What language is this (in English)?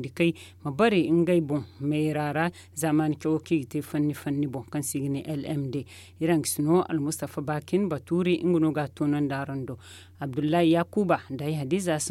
Zarma